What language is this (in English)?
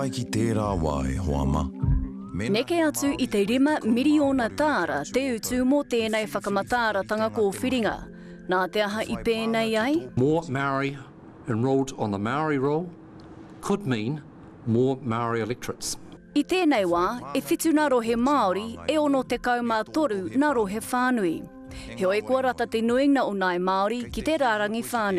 Māori